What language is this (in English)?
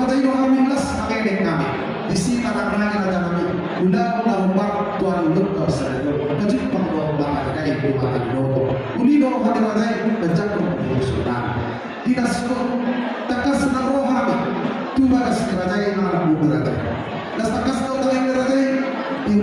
Batak Toba